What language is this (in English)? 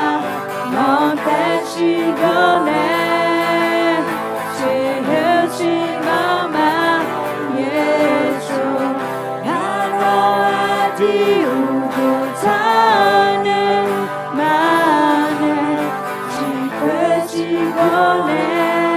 Akha